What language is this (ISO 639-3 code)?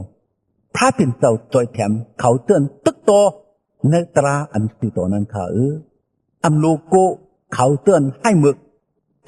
shn